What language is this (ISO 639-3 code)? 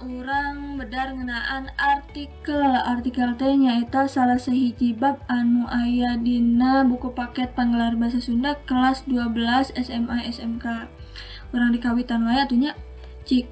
sun